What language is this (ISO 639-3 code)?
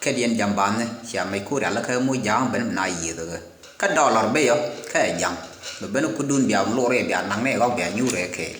nus